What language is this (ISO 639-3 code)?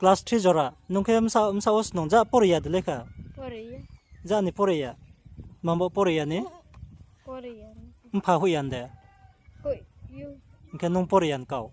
ria